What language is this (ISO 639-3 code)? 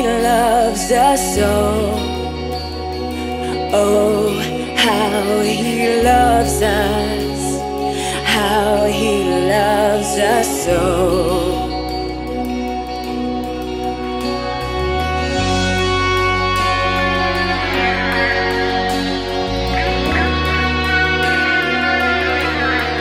eng